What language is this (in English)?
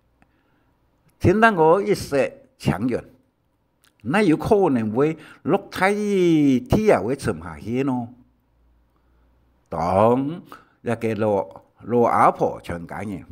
Hakka Chinese